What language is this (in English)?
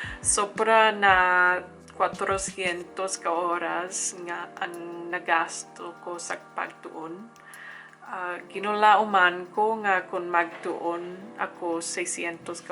Hiligaynon